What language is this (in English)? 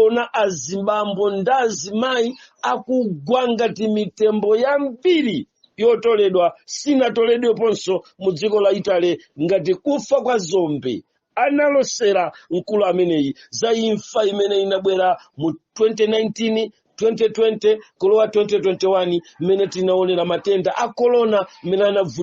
Nyanja